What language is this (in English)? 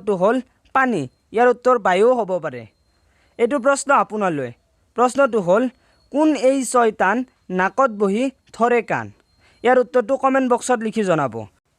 Assamese